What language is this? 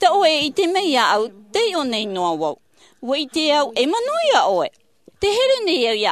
Tahitian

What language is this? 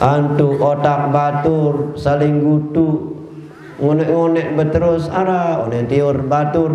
Sasak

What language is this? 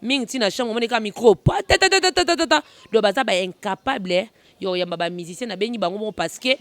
Lingala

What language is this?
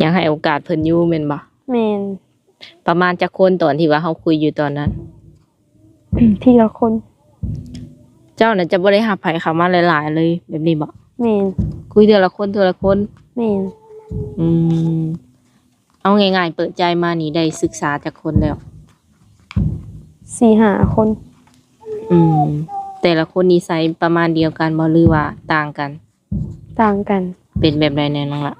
Lao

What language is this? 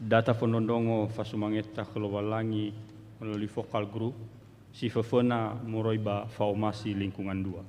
Nias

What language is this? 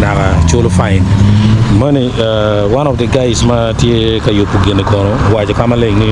Acoli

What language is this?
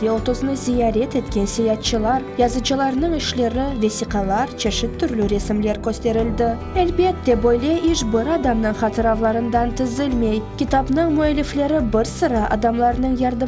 Crimean Tatar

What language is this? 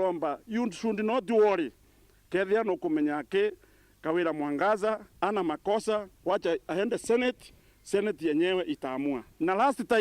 Meru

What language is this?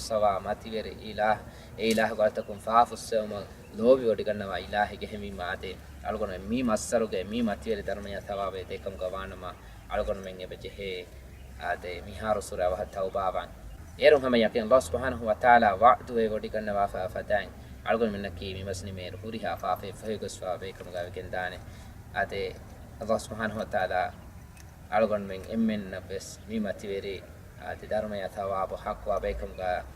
Divehi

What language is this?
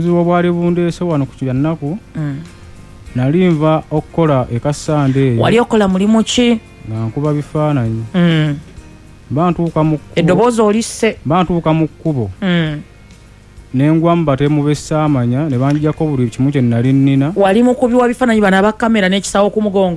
Ganda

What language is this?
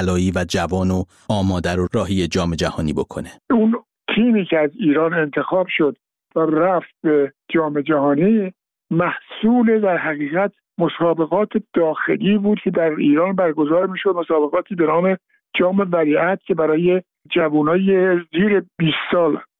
Persian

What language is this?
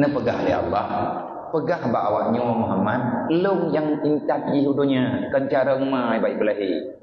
Achinese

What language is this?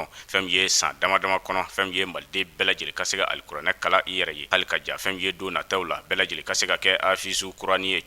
Bambara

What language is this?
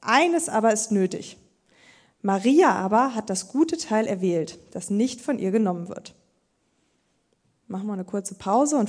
German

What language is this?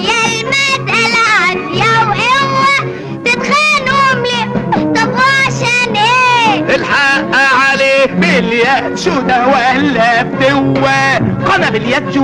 Egyptian Arabic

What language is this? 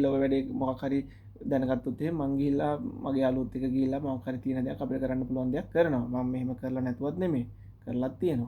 Sinhala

